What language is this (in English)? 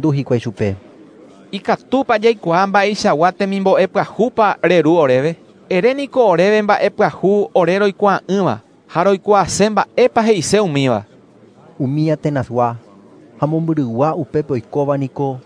Guarani